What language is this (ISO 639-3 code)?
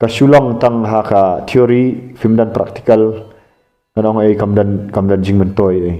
kha